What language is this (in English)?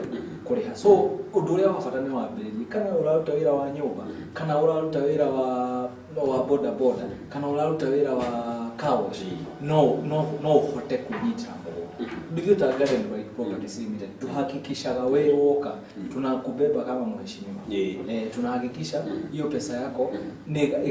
Kikuyu